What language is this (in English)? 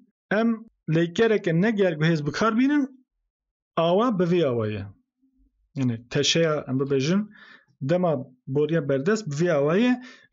Kurdish